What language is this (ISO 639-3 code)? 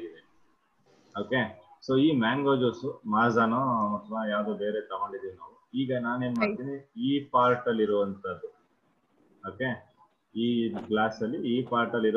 kan